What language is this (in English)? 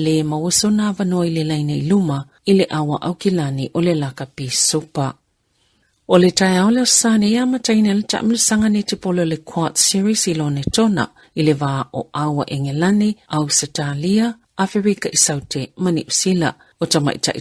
Samoan